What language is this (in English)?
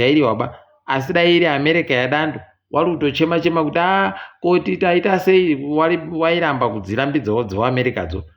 Ndau